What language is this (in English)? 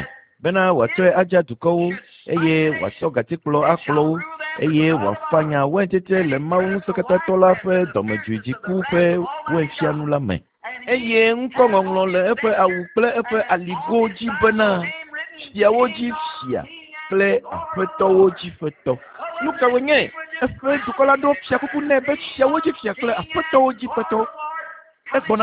Ewe